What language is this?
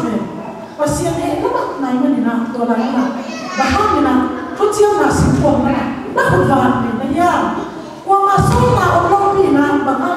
Tedim Chin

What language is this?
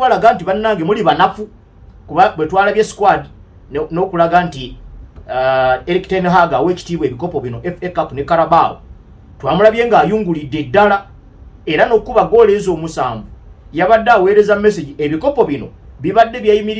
Ganda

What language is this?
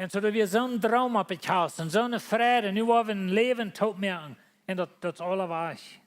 Plautdietsch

